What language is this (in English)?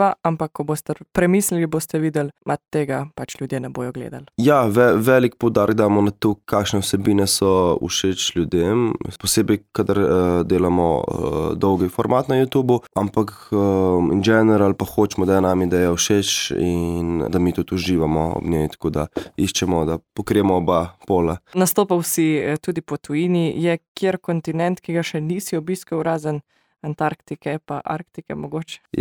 Slovenian